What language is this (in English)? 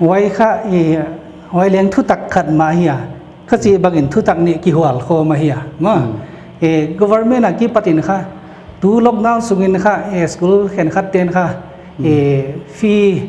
Paite Chin